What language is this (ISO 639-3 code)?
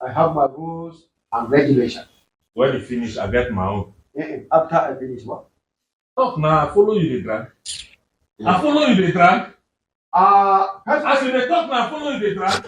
pcm